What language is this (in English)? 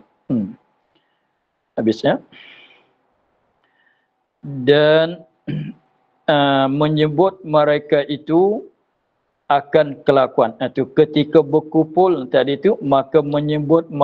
Malay